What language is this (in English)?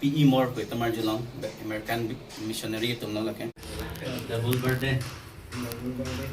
Karbi